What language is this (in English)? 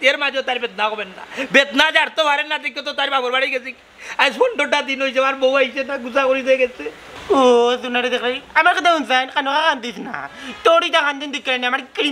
Sylheti